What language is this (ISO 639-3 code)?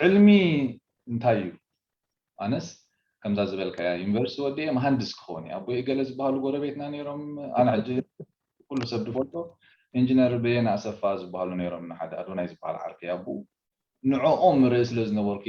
tir